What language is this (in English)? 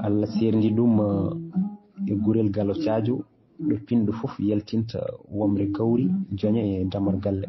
Fula